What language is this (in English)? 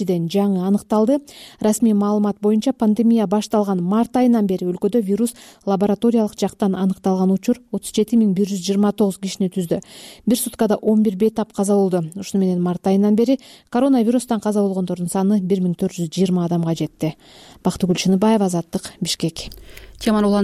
Kyrgyz